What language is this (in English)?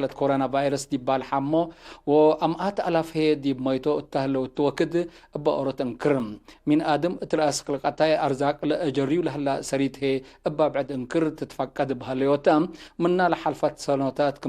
Tigre